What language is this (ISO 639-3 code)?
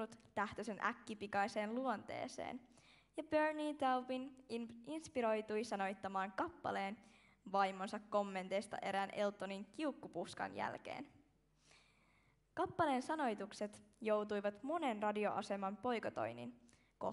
fin